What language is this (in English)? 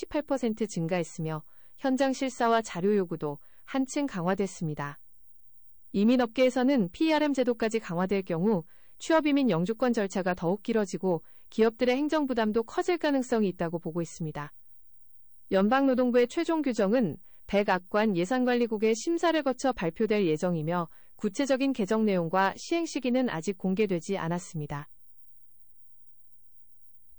Korean